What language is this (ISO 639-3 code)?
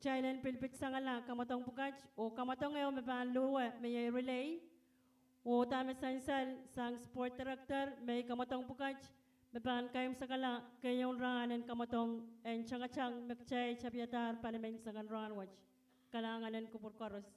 pon